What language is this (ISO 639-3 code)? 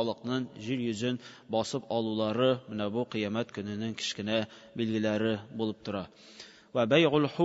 tat